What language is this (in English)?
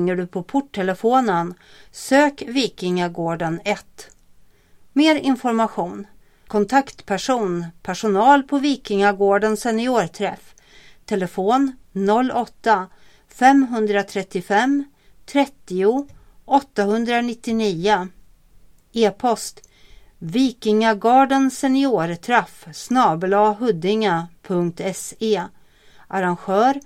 Swedish